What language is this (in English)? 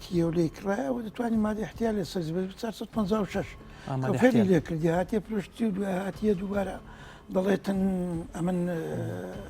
Central Kurdish